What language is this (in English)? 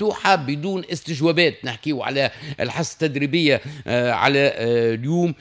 Tunisian Arabic